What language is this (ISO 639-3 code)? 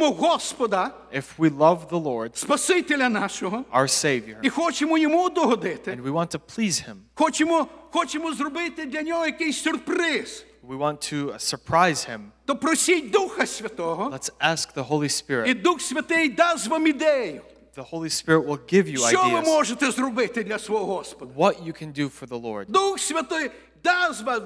ukr